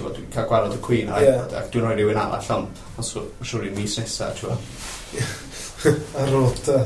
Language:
Welsh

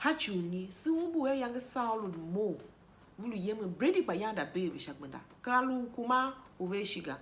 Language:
Tiv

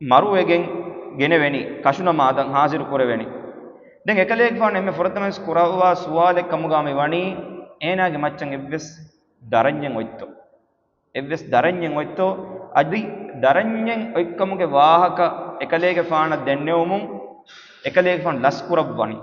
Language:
Divehi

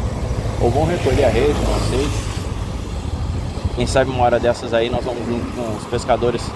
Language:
Portuguese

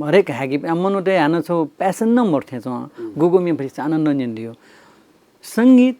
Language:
Newari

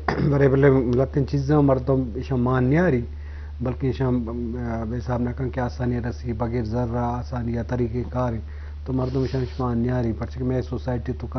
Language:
Eastern Balochi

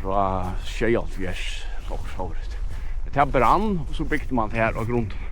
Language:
Faroese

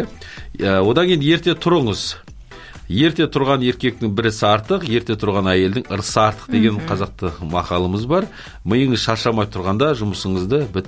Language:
Kazakh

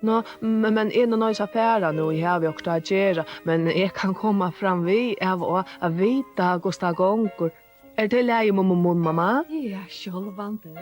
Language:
Faroese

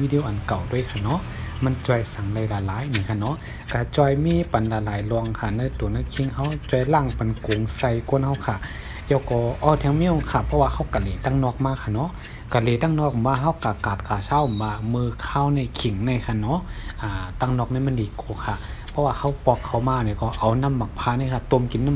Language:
Shan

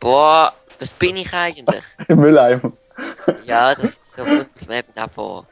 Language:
Swiss German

